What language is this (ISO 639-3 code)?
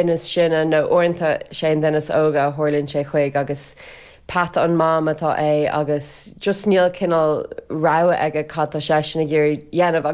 gle